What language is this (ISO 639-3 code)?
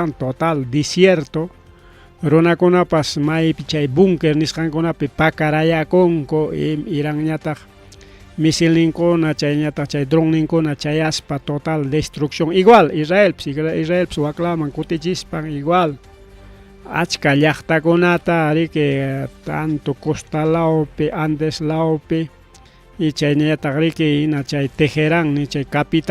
quy